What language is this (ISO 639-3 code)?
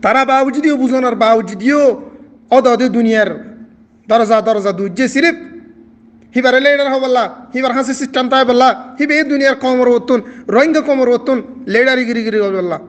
rhg